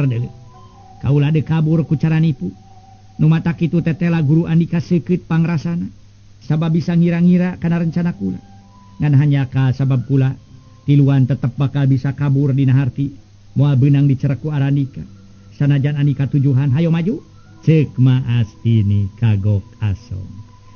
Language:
Sundanese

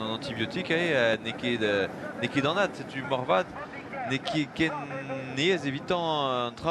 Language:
Breton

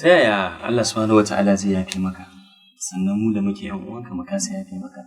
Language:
Hausa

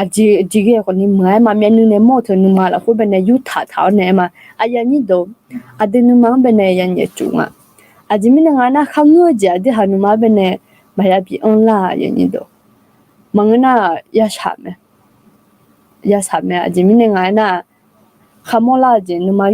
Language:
Akha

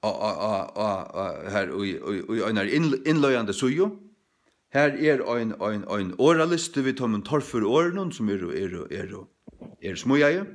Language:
Faroese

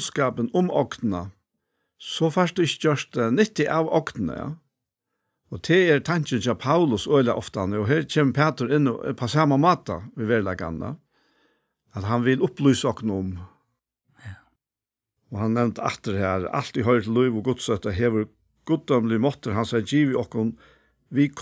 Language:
Faroese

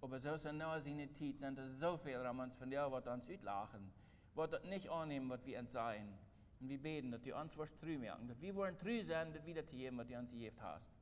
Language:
Plautdietsch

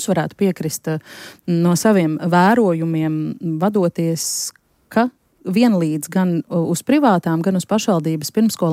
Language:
Latvian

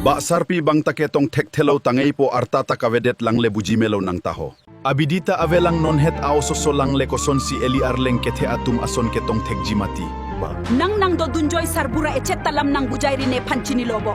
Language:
Karbi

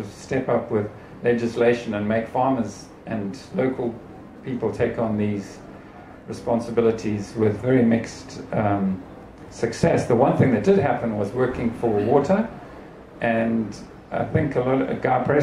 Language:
English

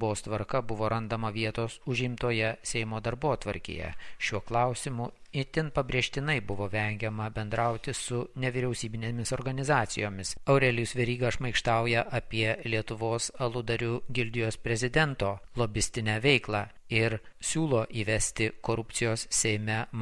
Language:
Lithuanian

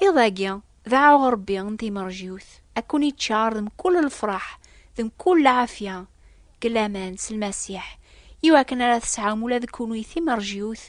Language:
Kabyle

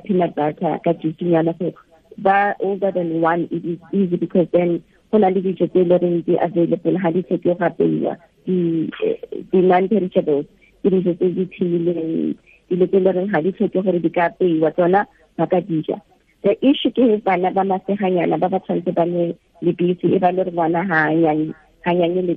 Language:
Tswana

